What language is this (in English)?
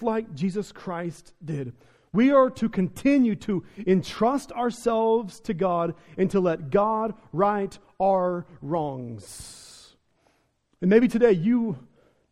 English